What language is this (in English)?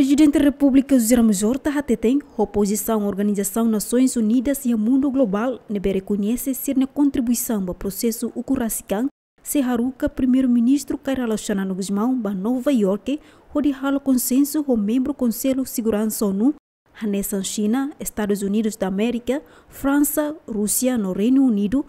Tetum